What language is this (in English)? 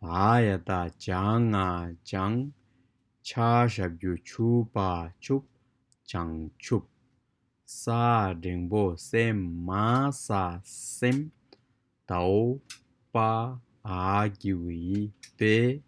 Tibetan